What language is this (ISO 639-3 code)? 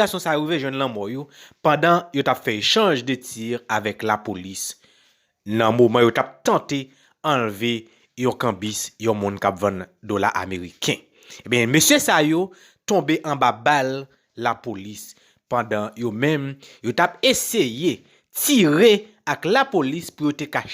hat